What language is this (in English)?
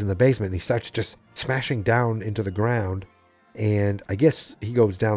English